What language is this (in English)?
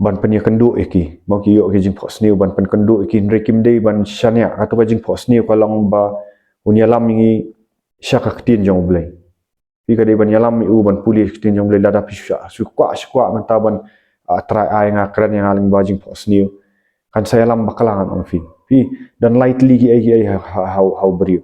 Khasi